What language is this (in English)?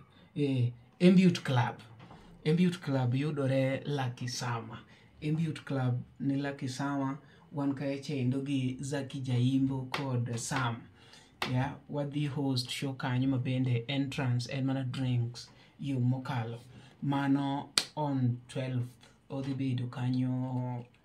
Luo (Kenya and Tanzania)